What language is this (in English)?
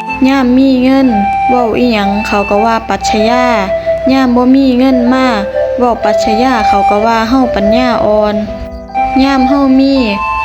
Northeastern Thai